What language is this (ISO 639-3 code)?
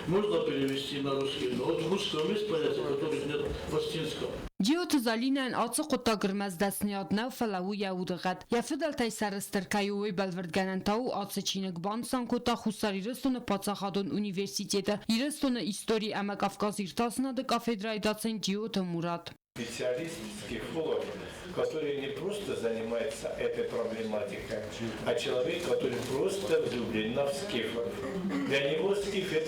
oss